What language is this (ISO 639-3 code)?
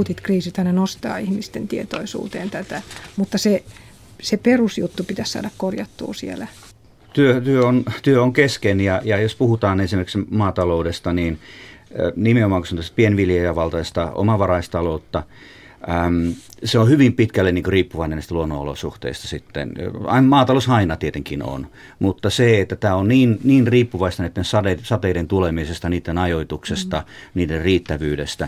fin